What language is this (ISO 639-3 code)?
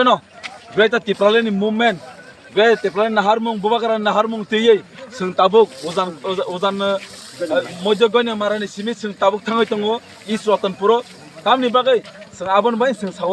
trp